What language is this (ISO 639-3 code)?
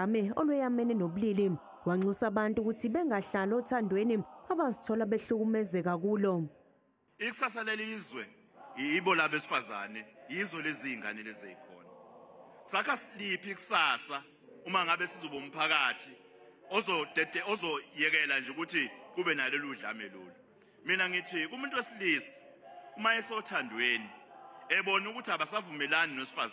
zul